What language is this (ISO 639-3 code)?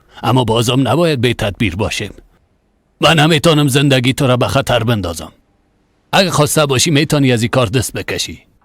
fas